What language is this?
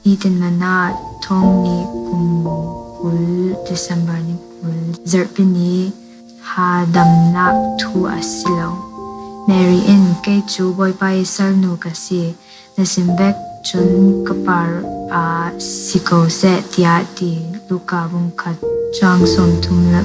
Falam Chin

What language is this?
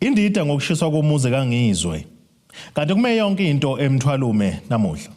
Zulu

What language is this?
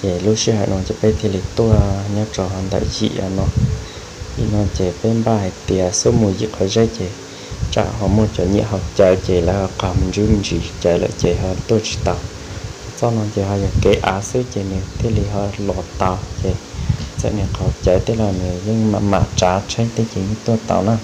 Hmong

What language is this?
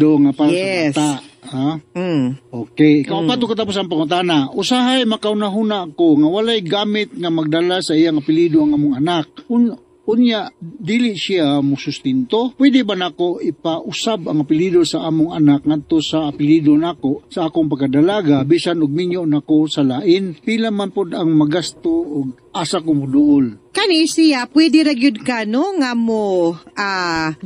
Cebuano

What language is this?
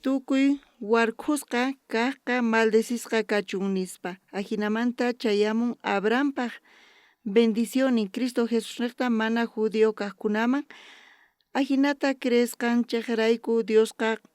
South Bolivian Quechua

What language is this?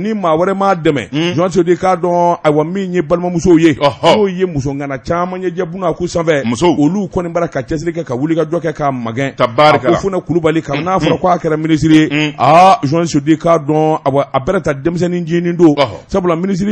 Bambara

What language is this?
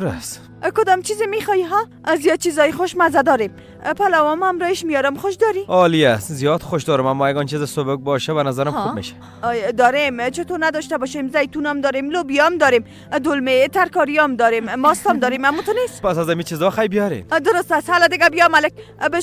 Persian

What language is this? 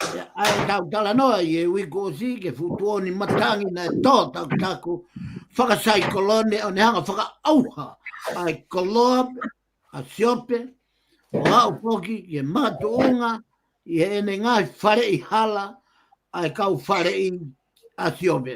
Tongan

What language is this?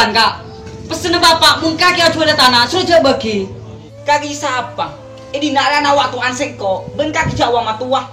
Madurese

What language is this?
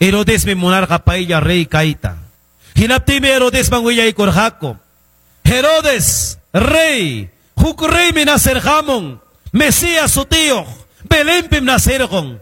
Ayacucho Quechua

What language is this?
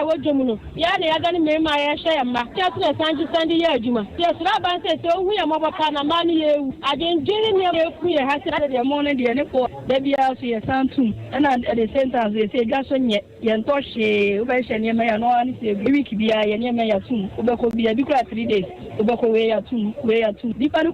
Akan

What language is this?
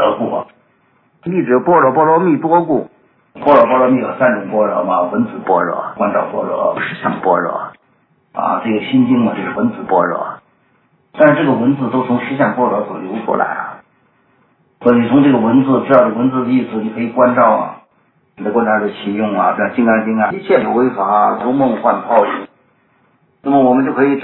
Chinese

